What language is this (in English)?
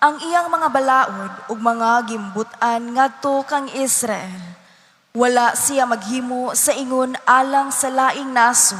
Cebuano